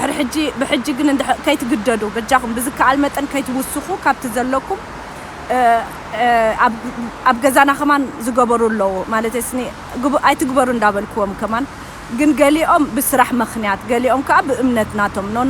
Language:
Tigrinya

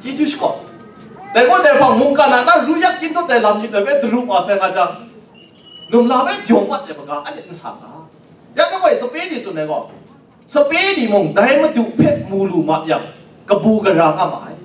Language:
Kachin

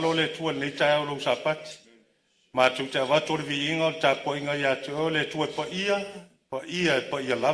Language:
Samoan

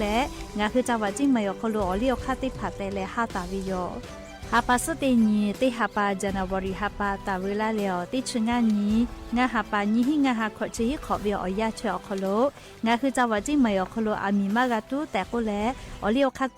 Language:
Lahu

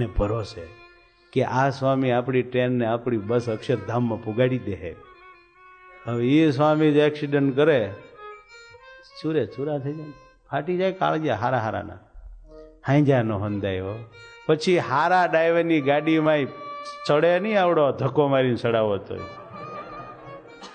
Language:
Gujarati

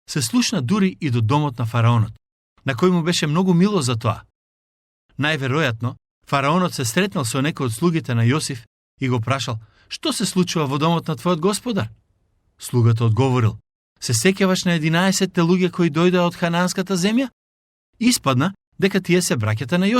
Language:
Macedonian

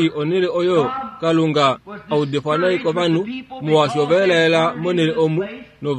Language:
Kuanyama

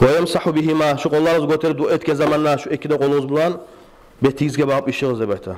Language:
Kumyk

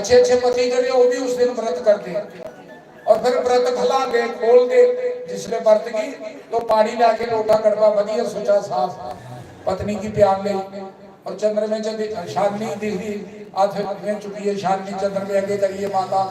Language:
Dogri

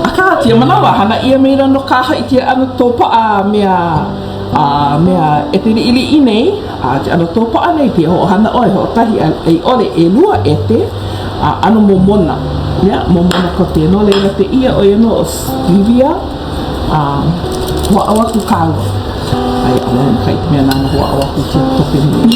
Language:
Hawaiian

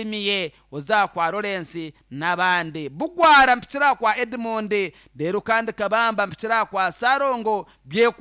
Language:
Nyankole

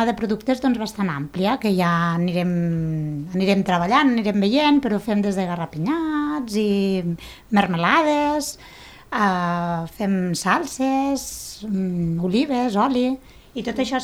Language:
Catalan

